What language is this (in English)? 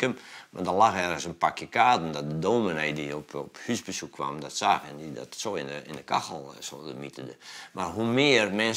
Western Frisian